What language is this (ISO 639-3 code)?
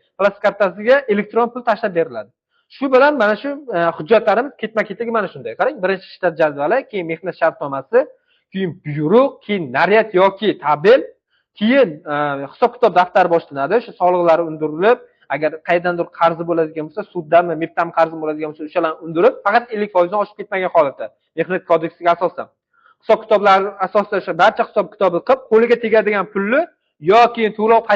uzb